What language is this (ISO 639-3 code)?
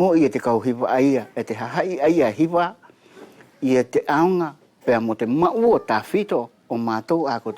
wls